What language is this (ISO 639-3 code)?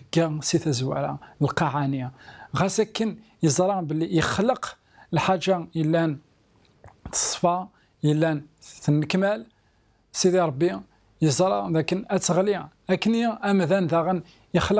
kab